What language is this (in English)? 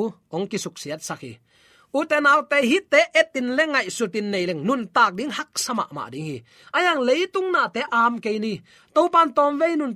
Tedim Chin